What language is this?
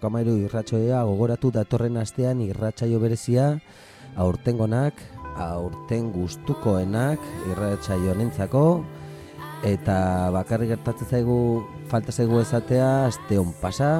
Basque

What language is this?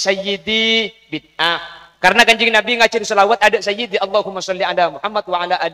Madurese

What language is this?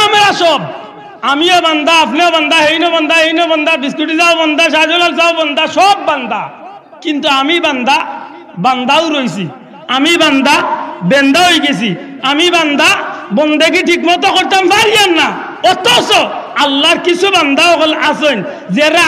Sylheti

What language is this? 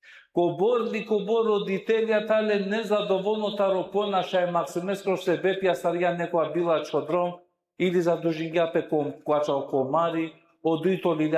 Balkan Romani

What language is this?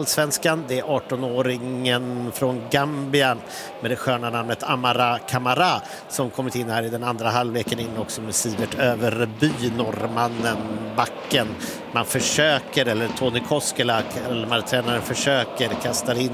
Swedish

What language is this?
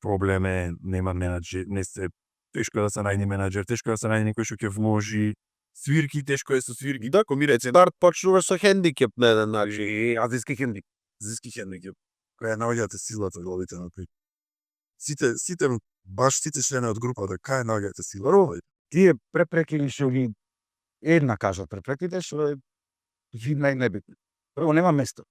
Macedonian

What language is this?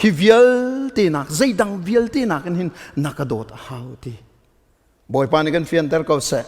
Hakha Chin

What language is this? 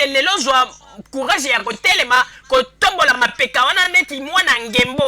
Lingala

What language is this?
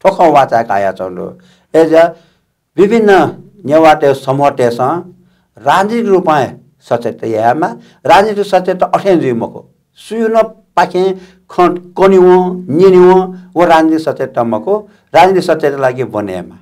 Newari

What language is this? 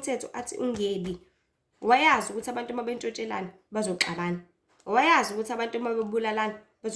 Zulu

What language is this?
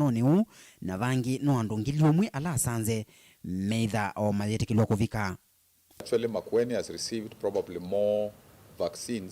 Kamba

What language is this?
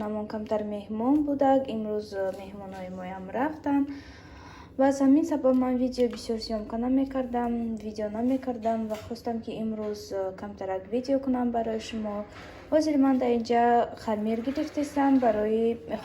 Tajik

